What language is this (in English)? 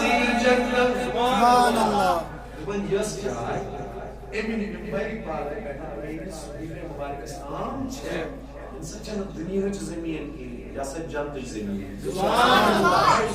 Kashmiri